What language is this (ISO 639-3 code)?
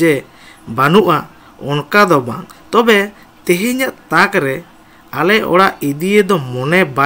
sat